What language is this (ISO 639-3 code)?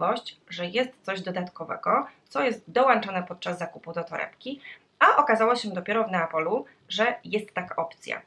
pol